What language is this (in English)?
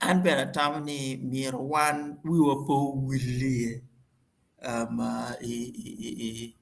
Acoli